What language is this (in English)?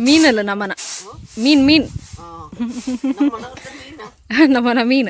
Tulu